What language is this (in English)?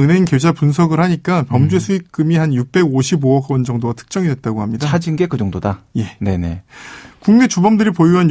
Korean